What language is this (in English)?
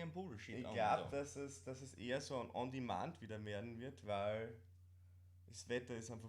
Bavarian